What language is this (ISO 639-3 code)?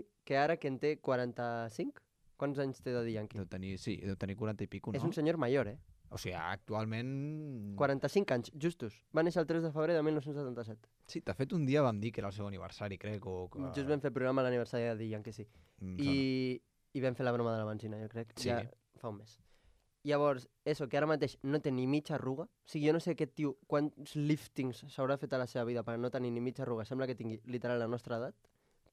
cat